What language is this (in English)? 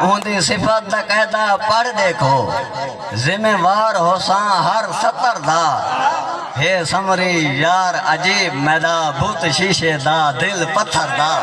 Saraiki